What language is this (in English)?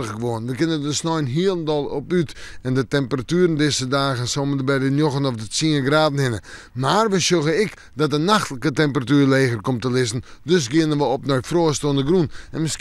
Western Frisian